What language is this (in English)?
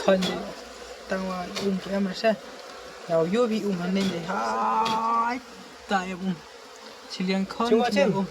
Khasi